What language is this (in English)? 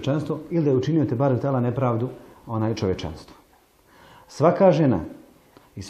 Bosnian